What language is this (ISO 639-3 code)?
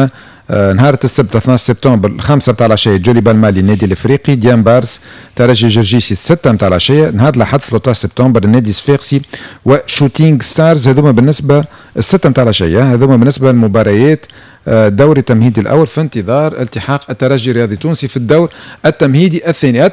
aeb